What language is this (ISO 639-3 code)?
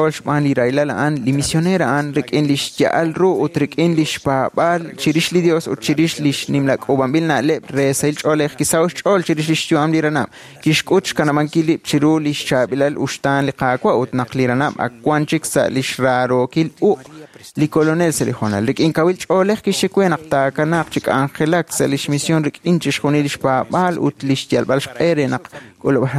kek